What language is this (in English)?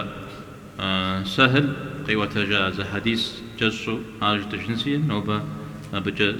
Kabardian